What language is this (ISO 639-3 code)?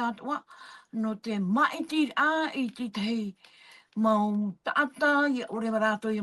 tah